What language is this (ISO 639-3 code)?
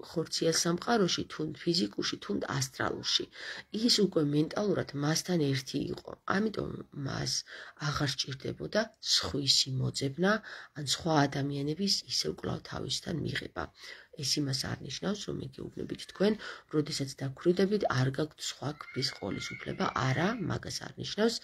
kat